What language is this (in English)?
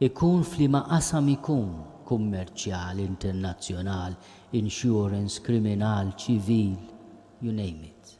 Maltese